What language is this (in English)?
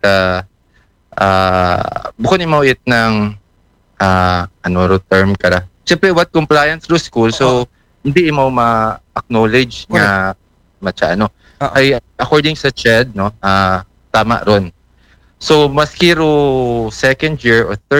Aklanon